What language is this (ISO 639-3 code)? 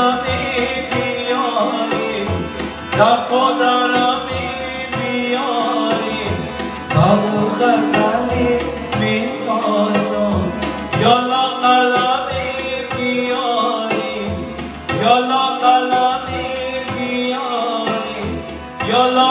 fas